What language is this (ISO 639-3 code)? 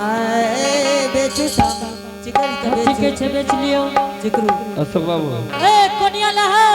anp